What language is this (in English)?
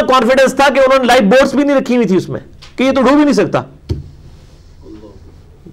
Urdu